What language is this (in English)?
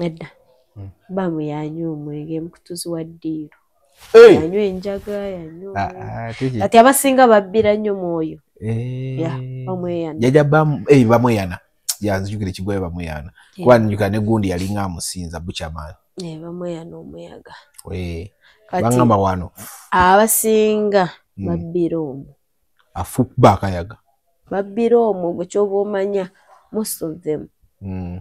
Ganda